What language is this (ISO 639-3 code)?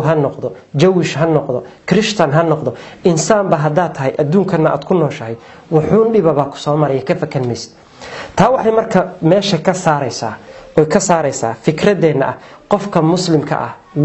som